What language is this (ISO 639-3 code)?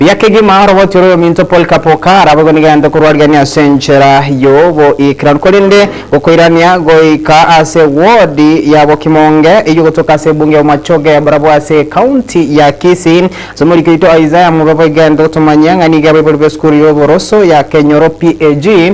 guz